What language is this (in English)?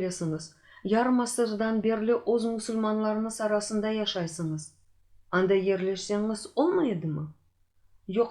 Crimean Tatar